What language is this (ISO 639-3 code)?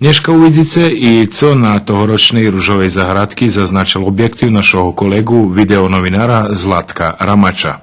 rue